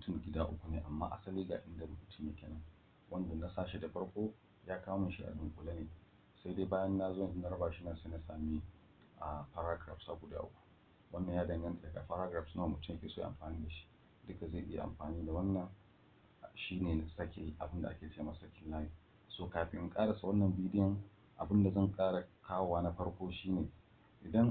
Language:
Hausa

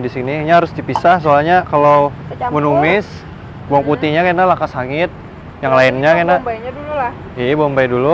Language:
Banjar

